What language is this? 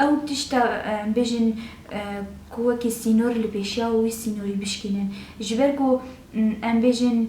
Kurdish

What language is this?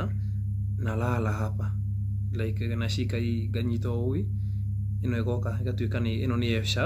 Kikuyu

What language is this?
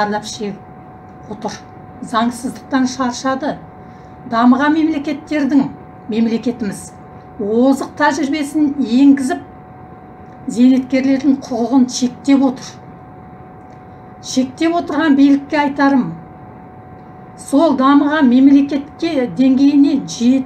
Kazakh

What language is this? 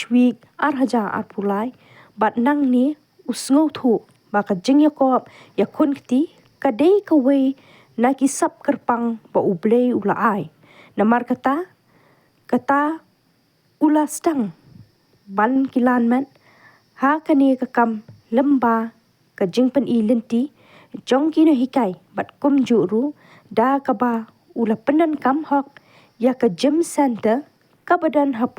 Khasi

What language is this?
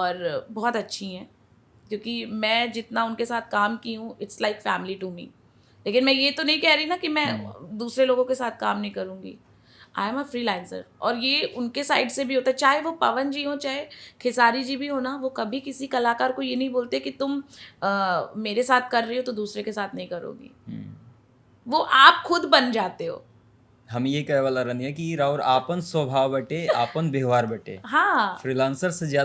Bhojpuri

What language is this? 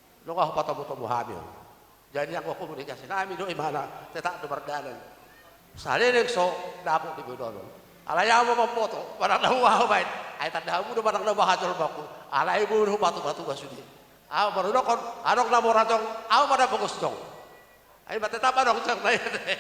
Batak Toba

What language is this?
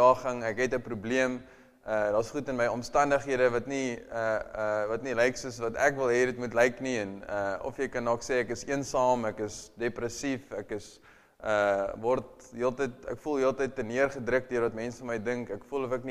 Afrikaans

